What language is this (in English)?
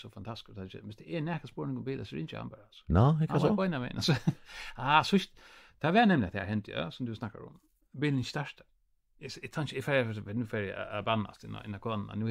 Faroese